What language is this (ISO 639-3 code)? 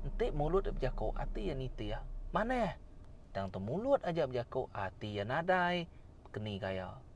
iba